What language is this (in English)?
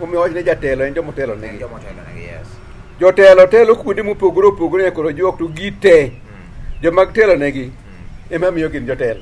Luo (Kenya and Tanzania)